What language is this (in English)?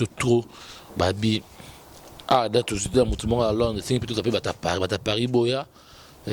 Lingala